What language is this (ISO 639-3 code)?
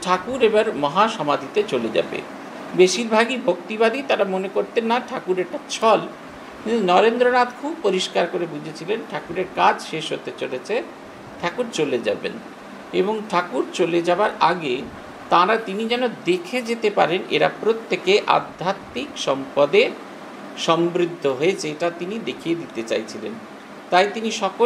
ben